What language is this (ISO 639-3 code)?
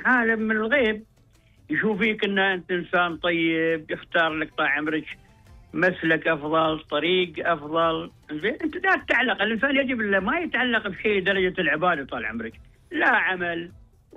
afb